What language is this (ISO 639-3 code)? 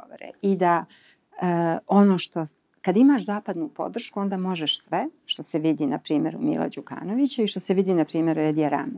srp